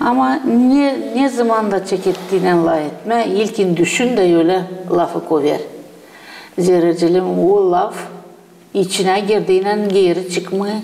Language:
Gagauz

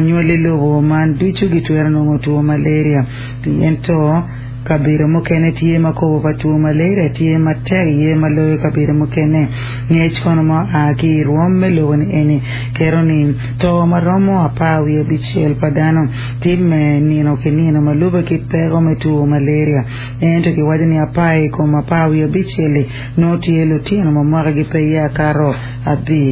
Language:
Acoli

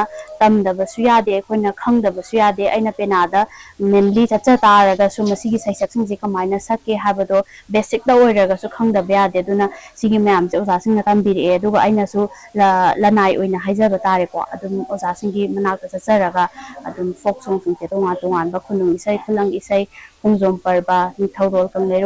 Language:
Manipuri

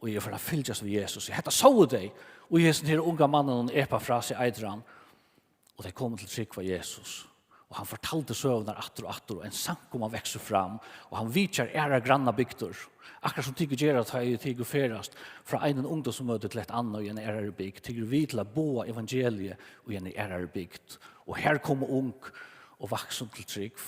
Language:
Faroese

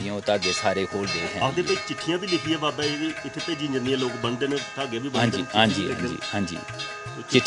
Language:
Dogri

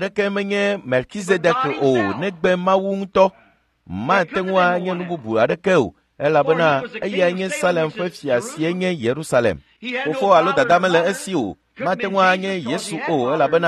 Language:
Ewe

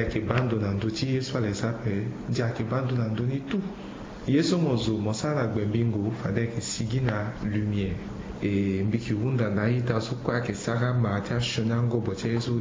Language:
Sango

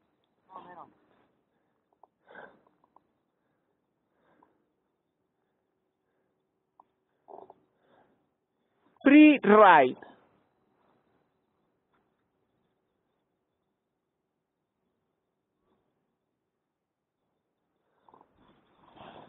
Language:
Catalan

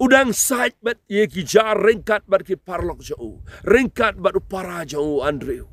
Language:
Khasi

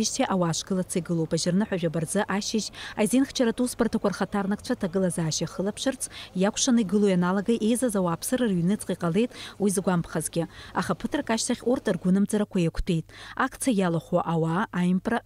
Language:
Abkhazian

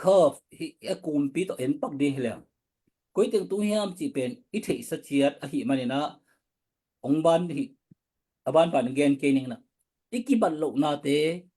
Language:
Tedim Chin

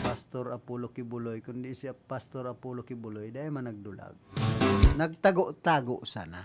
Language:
Bikol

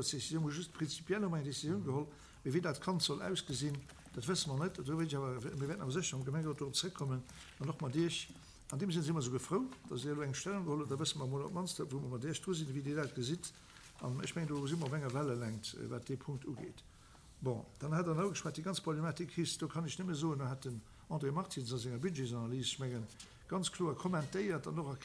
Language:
Luxembourgish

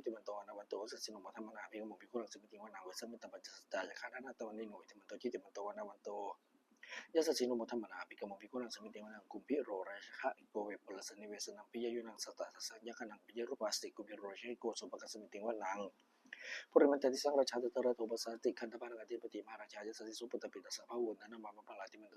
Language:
Pali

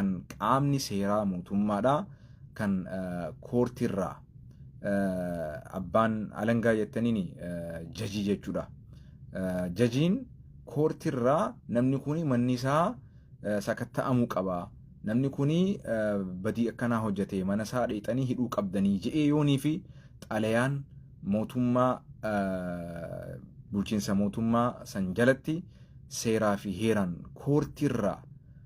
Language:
Oromo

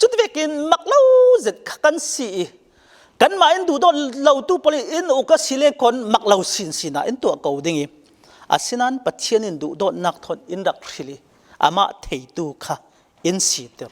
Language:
Falam Chin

